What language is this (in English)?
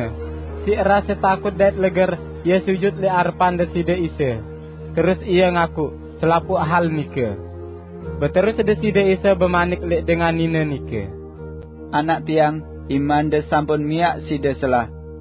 Sasak